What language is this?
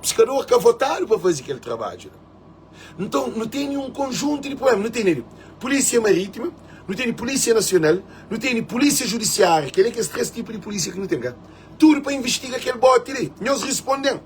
Kabuverdianu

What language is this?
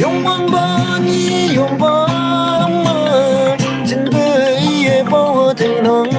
Naga Pidgin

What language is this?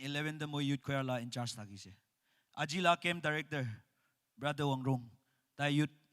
Naga Pidgin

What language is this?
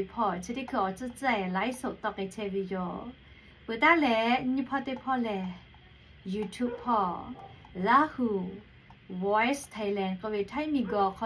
Lahu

